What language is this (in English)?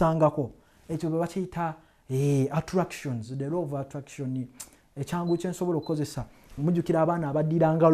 Ganda